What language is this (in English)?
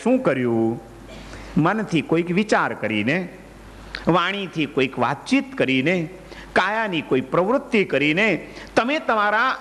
Gujarati